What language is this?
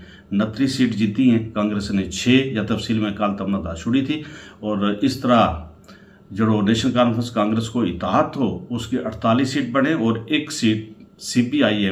Gujari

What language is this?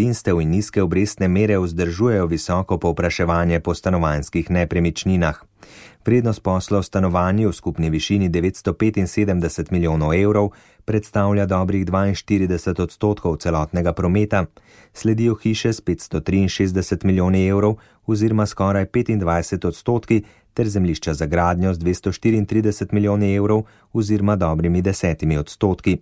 Slovenian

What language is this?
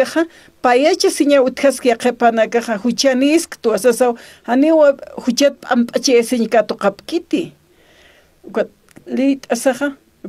Aymara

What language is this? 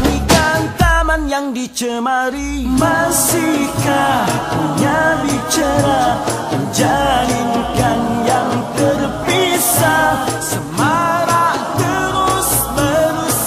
Malay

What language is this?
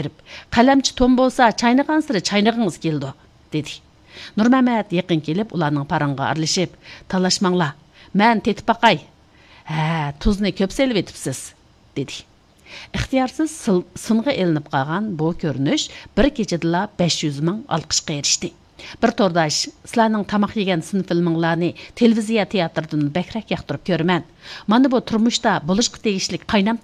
Uyghur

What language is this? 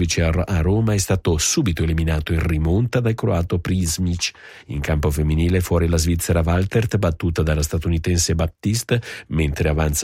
Italian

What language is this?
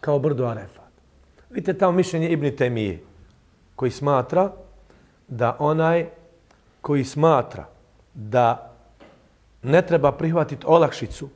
Bosnian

